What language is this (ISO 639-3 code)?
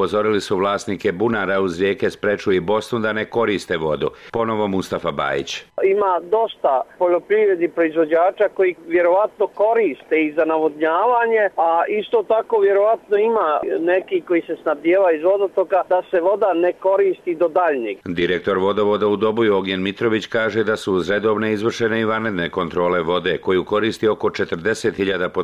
bos